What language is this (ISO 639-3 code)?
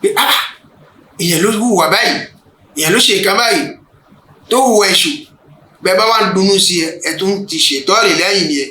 yor